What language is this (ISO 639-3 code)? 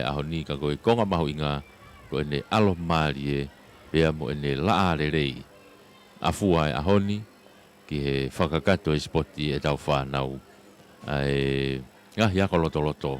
ton